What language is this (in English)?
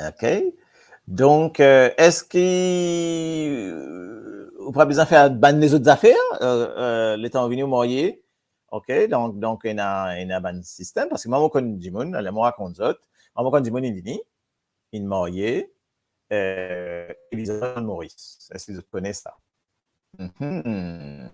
Morisyen